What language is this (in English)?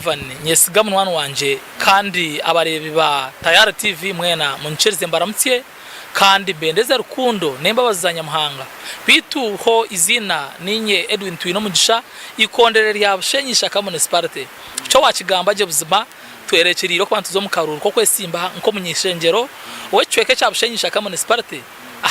Nyankole